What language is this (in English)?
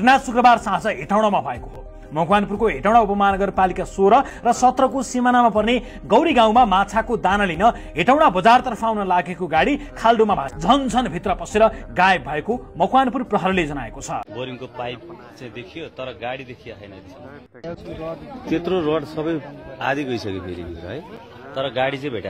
Nepali